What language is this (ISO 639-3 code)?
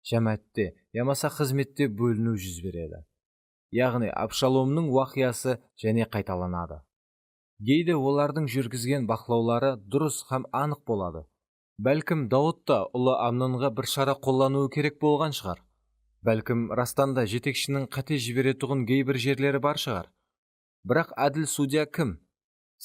kaa